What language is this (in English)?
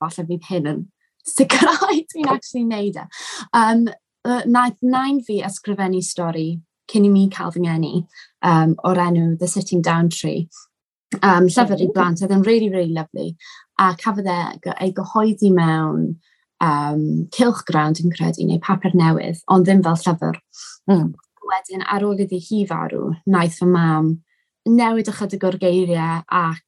Welsh